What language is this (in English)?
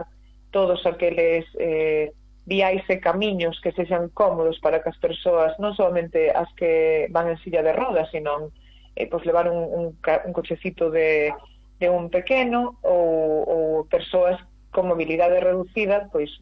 Galician